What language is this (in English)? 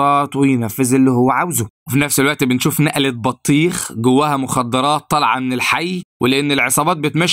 Egyptian Arabic